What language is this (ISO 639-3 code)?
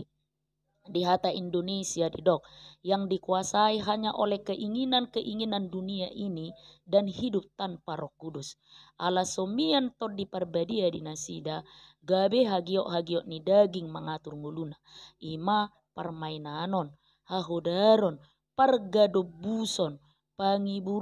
bbc